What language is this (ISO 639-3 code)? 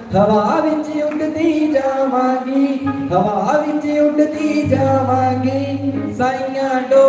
doi